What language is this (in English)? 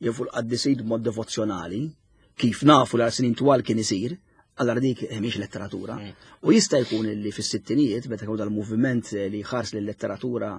Maltese